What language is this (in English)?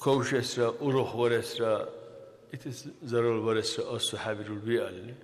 Dargwa